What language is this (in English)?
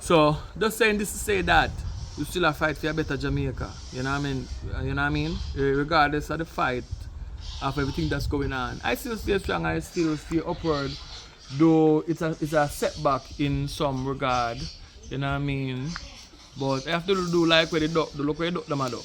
Jamaican Creole English